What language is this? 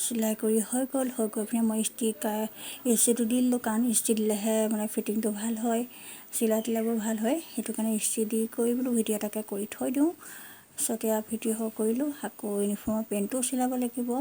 Assamese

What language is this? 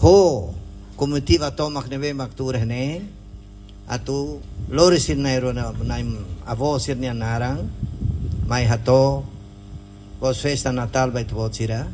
Tetum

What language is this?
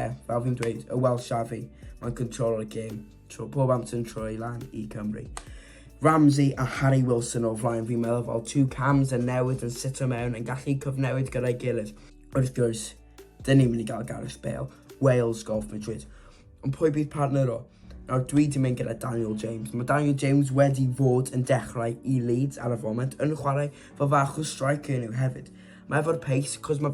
Welsh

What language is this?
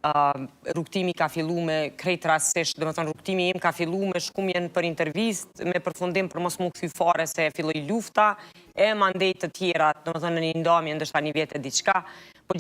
Albanian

